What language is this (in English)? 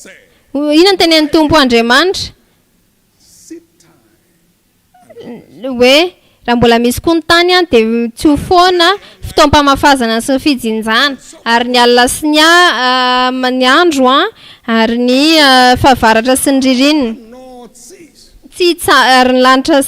Malagasy